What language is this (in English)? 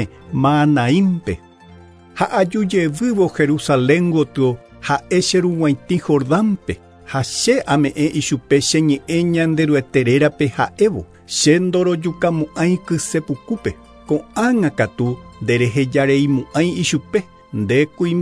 Guarani